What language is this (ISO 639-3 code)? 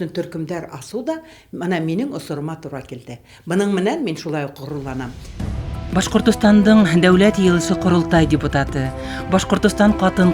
bak